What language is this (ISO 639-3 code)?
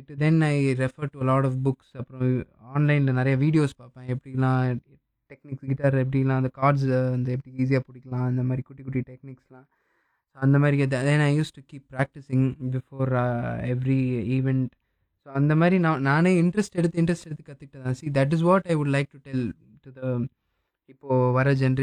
tam